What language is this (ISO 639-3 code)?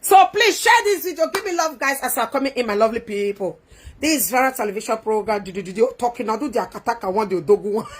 pcm